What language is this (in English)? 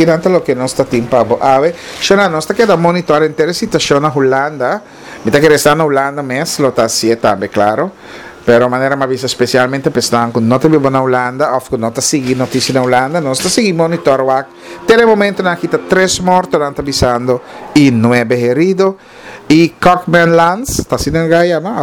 Papiamento